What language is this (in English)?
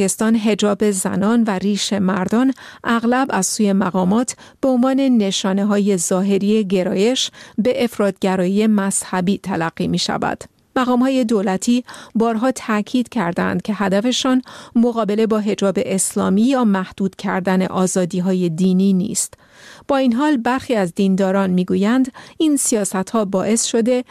Persian